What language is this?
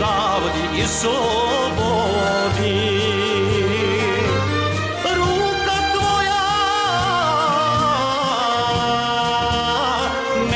Serbian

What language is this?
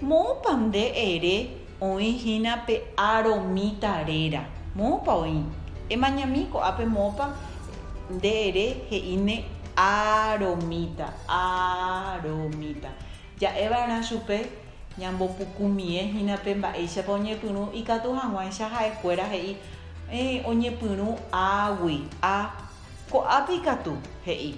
Guarani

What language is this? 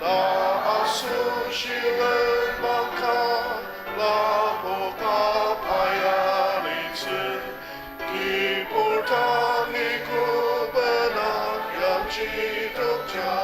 Ao Naga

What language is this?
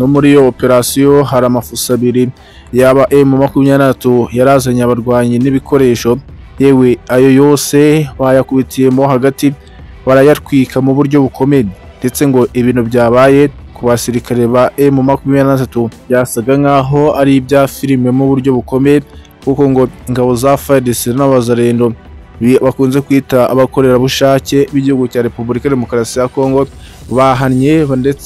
Kinyarwanda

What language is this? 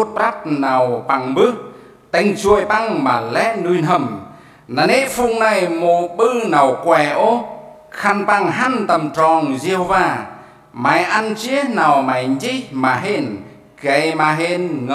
Central Mnong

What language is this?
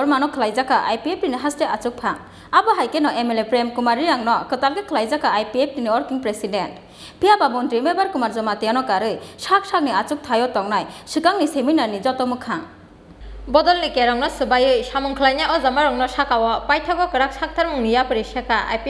Kok Borok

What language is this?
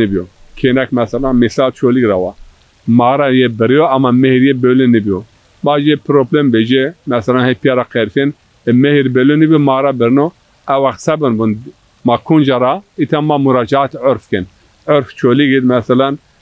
Zaza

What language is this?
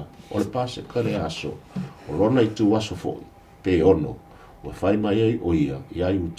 Samoan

